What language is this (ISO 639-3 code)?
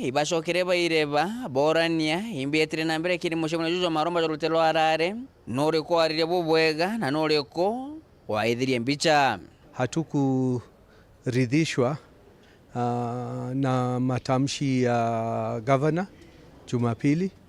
mer